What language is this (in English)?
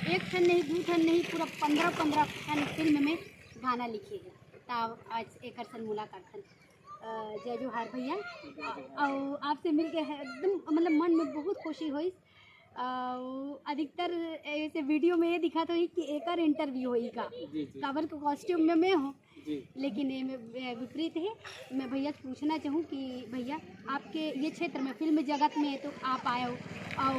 Chhattisgarhi